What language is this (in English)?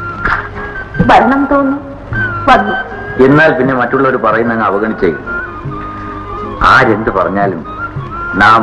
Malayalam